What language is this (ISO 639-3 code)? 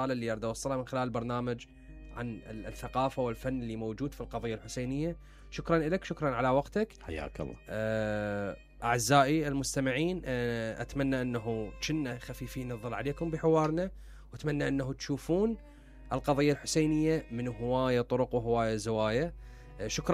acm